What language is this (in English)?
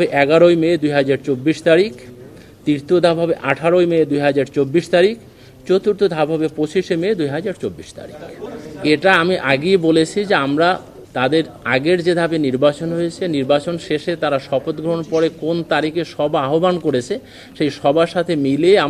Bangla